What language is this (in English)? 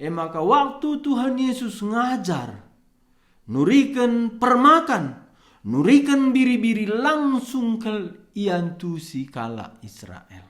Batak Karo